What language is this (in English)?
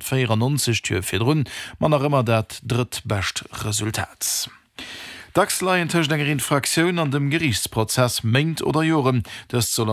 Luxembourgish